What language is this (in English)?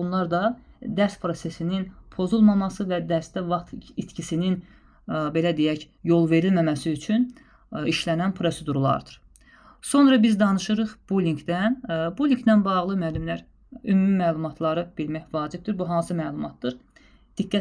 Azerbaijani